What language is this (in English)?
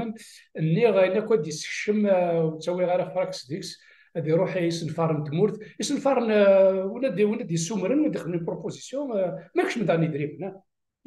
Kabyle